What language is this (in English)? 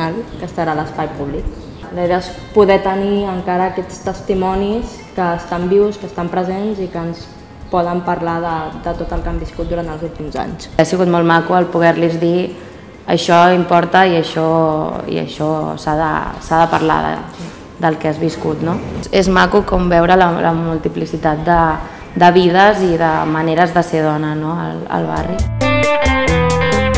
Catalan